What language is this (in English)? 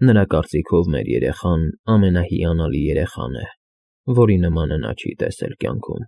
Armenian